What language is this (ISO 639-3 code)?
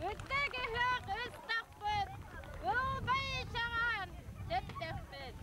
sah